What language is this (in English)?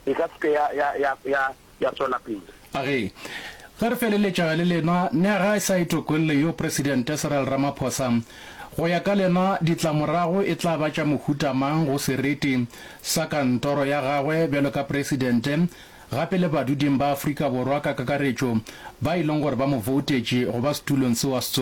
Northern Sotho